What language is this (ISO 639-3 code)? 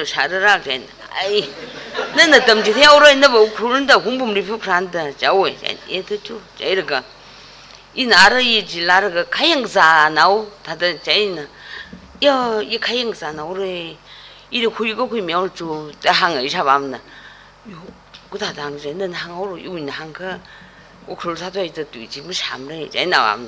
nmf